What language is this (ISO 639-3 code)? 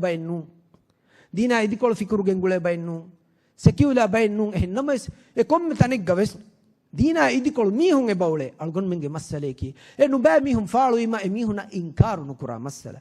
div